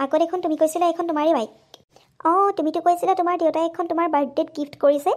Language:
Assamese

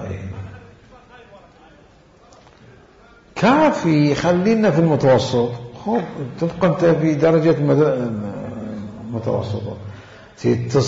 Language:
Arabic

